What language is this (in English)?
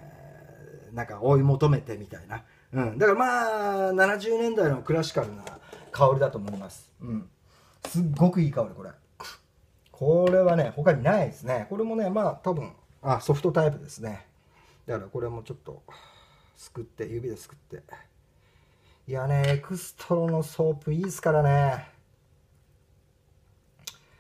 Japanese